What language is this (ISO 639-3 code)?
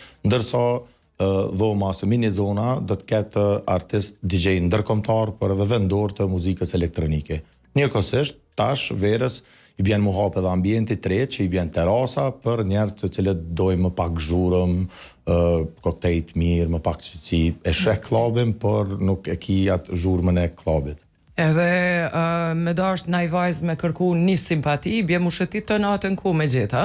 sqi